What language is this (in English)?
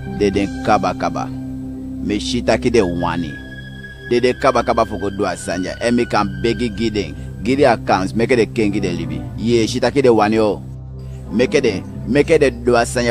Eastern Maroon Creole